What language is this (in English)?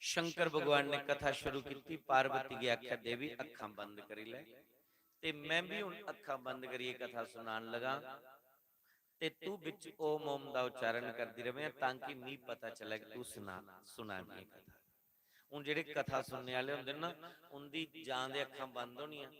Dogri